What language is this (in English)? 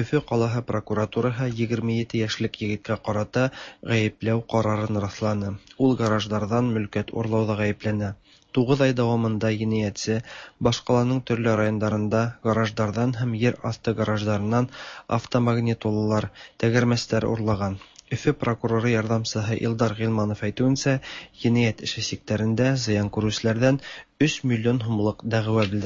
Tatar